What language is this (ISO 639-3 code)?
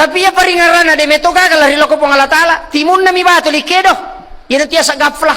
bug